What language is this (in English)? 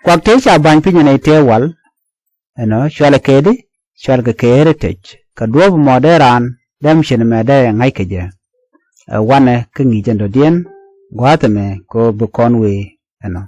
Nuer